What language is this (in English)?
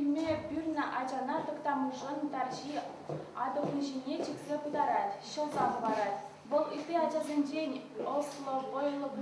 Chuvash